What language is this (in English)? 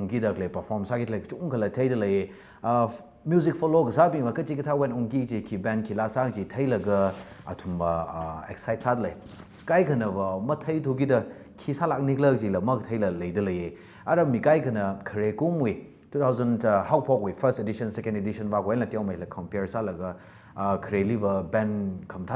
Tangkhul Naga (India)